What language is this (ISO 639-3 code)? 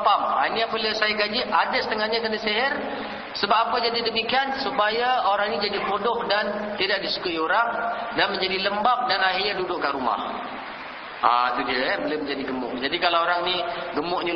msa